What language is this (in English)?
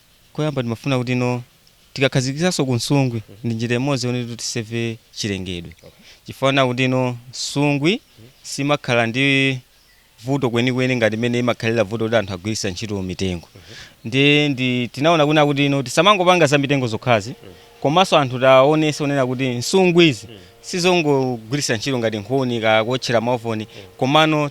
Nyanja